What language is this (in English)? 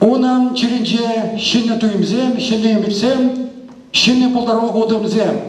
Chuvash